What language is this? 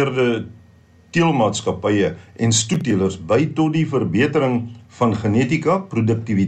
Afrikaans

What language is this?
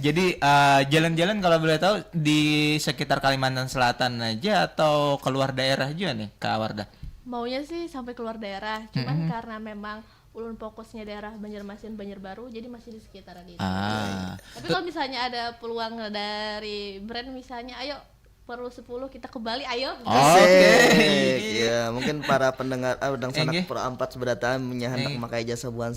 Banjar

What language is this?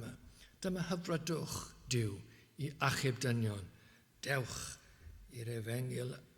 Welsh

